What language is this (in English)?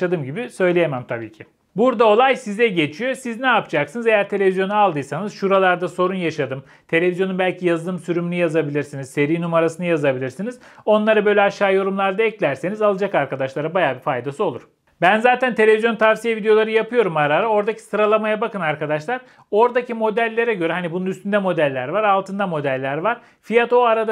Turkish